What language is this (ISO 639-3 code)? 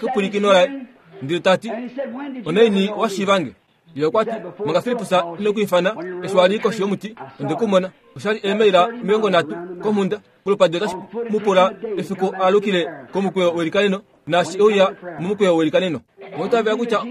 kua